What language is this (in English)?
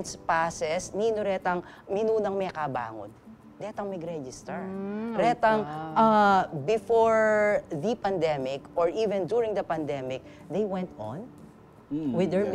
Pampanga